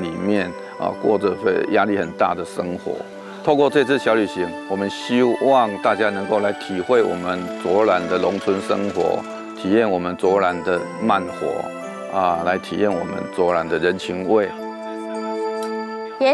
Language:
Chinese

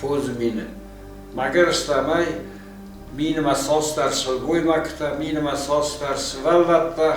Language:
Ossetic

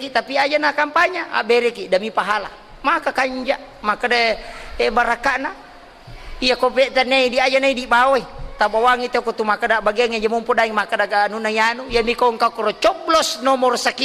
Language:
Buginese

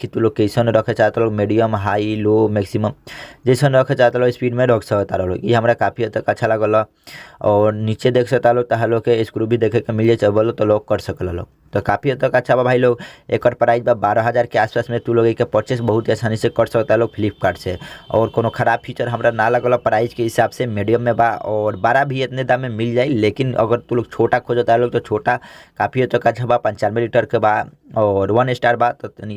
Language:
Bhojpuri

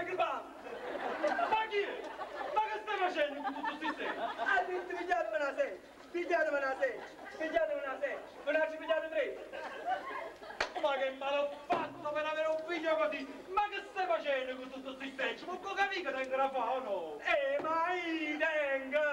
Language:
Neapolitan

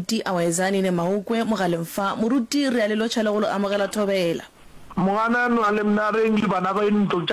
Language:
Northern Sotho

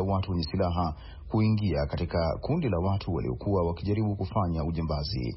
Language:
Swahili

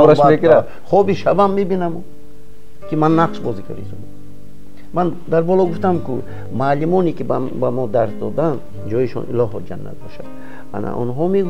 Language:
Tajik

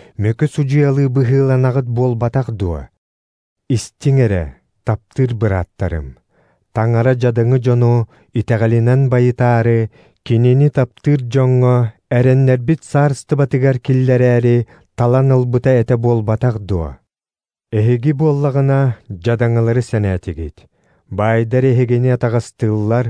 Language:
Yakut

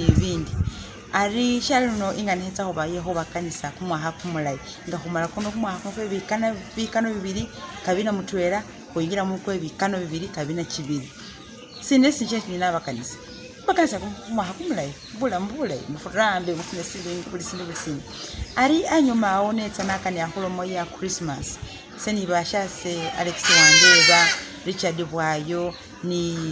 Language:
Masaaba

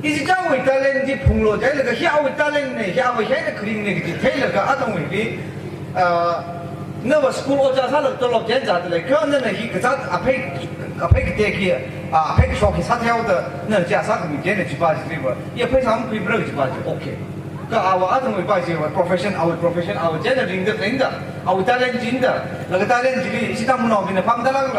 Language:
Tangkhul Naga (India)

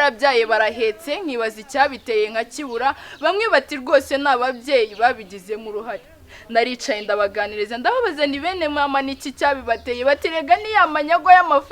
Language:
Kinyarwanda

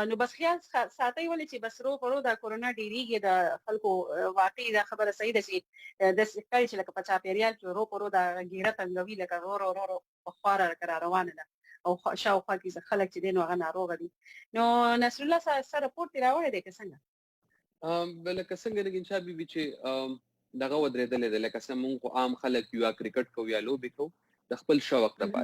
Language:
Pashto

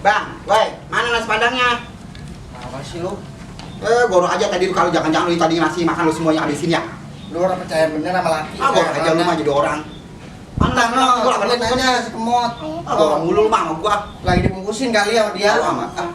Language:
Betawi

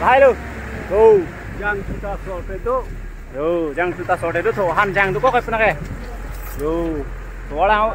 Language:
Karbi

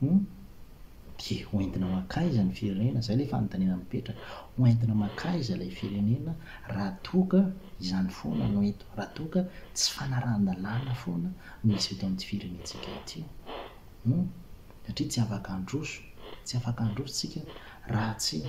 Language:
Malagasy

